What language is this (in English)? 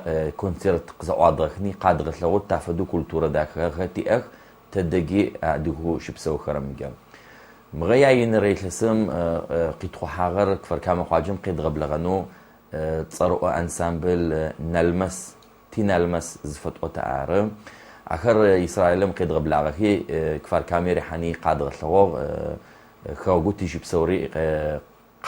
Adyghe